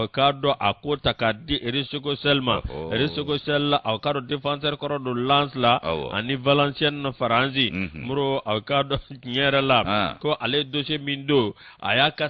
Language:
Bambara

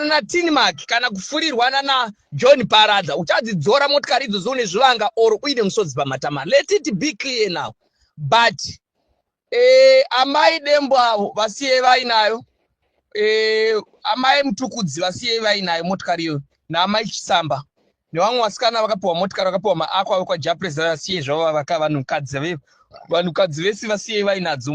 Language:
Shona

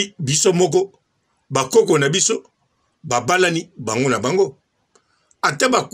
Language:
Lingala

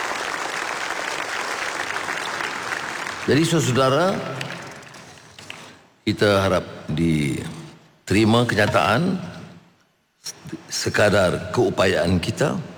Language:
Malay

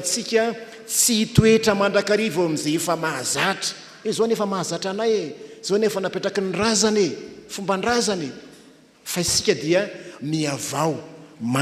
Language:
Malagasy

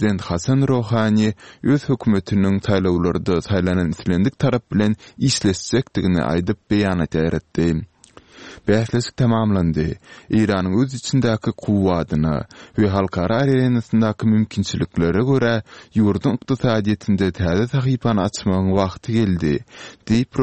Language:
Turkmen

